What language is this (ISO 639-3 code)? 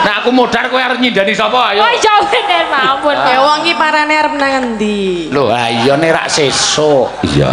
jav